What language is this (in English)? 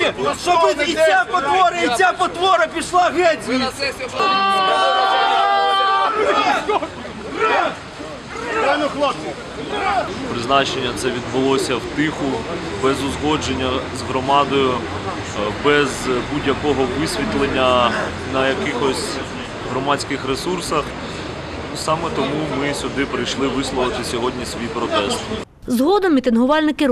Ukrainian